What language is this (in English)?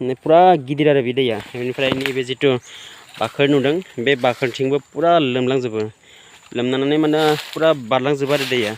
Bodo